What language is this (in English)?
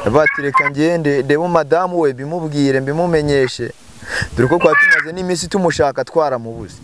Kinyarwanda